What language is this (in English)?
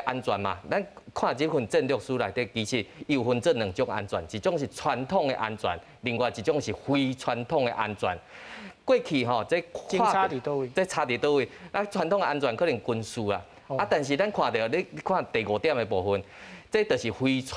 Min Nan Chinese